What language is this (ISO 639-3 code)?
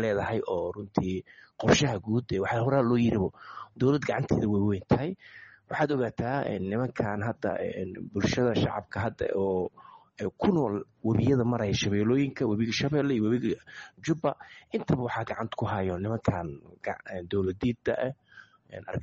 som